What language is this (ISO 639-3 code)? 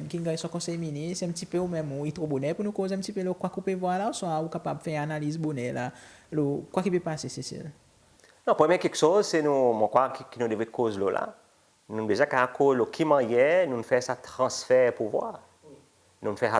crs